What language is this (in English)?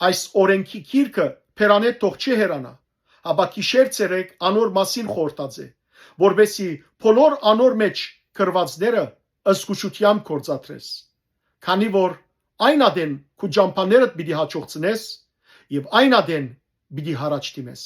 Western Armenian